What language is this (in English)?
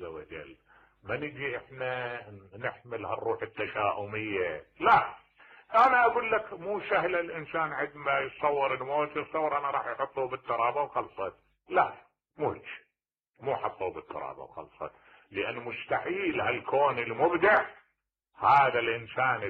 Mesopotamian Arabic